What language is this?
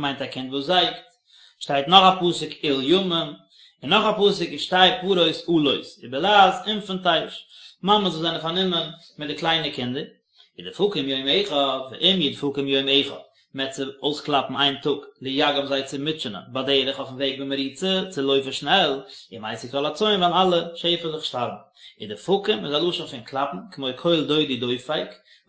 Yiddish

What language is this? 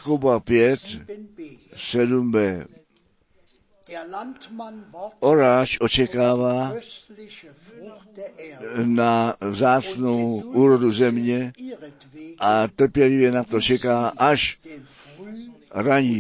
Czech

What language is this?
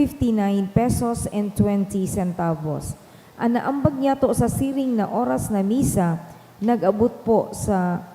Bikol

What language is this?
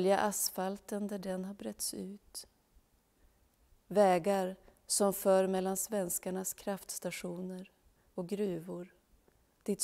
Swedish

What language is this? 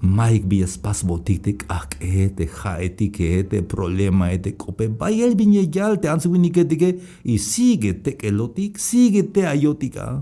Tzeltal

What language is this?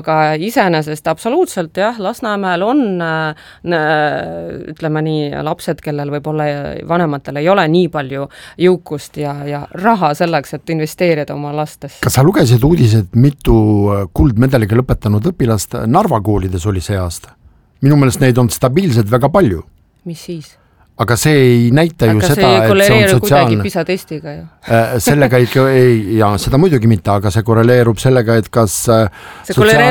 Estonian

